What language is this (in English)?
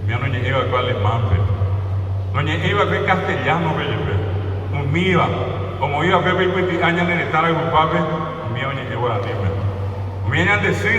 Guarani